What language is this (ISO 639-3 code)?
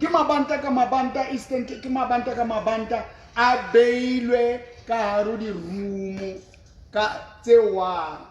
sot